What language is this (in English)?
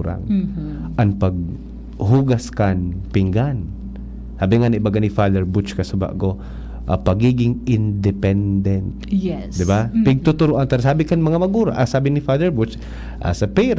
Bikol